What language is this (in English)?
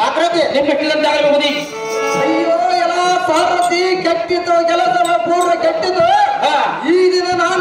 Kannada